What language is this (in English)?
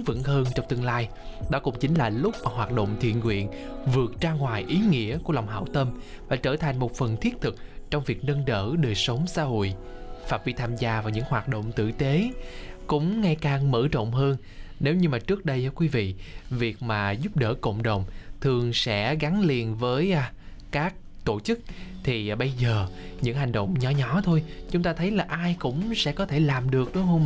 Vietnamese